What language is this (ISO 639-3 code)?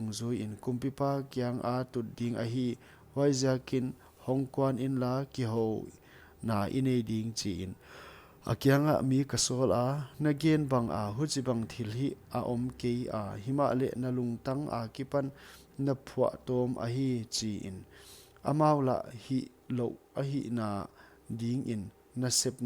pck